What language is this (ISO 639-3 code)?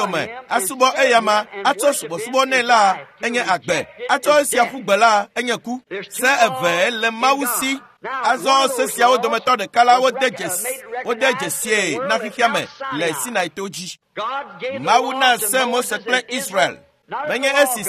ewe